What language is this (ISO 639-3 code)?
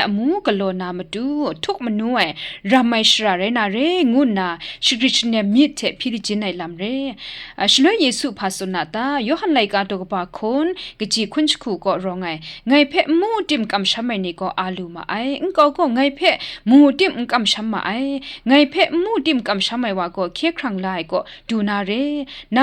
kac